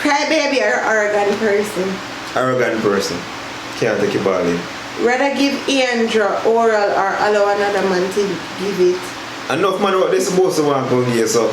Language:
Jamaican Creole English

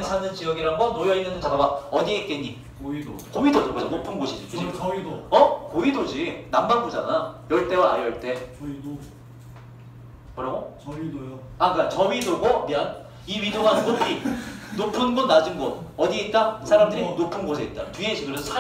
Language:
Korean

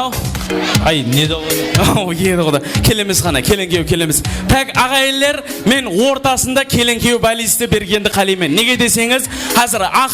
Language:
Kara-Kalpak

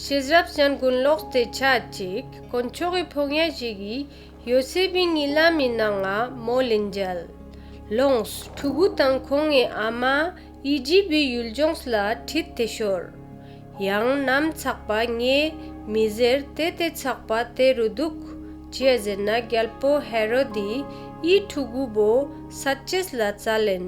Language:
Ladakhi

